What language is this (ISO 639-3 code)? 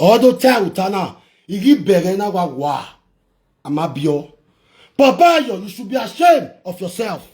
pcm